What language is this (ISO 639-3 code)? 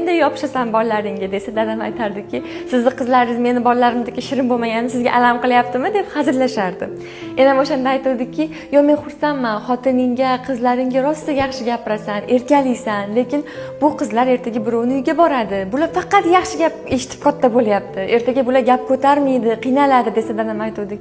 uzb